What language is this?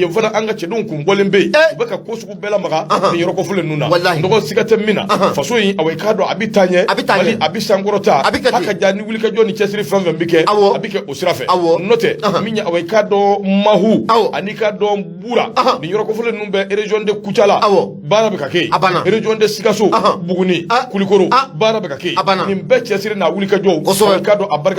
Bambara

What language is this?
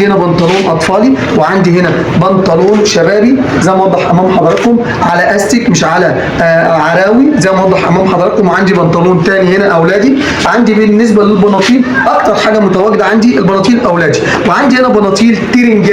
Egyptian Arabic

